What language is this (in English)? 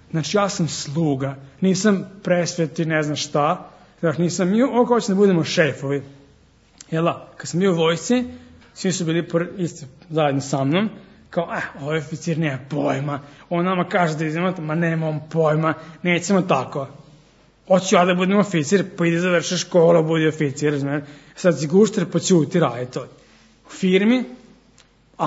Serbian